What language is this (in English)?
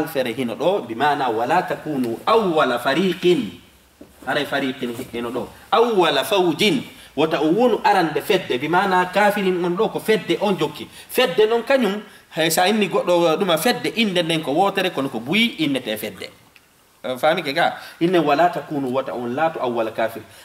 Fula